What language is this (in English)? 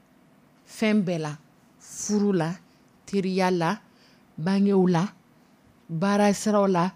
Dyula